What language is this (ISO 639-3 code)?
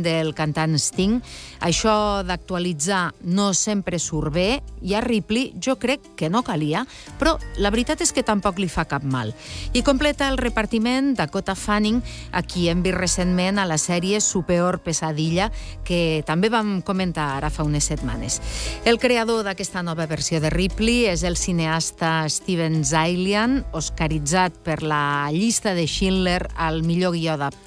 cat